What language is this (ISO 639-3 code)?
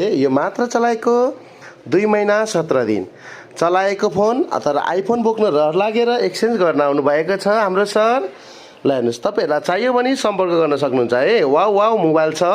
nep